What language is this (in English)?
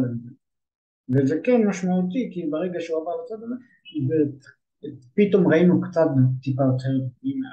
Hebrew